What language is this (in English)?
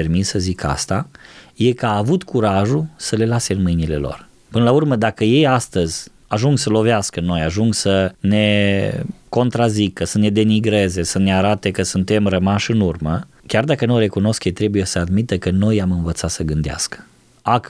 Romanian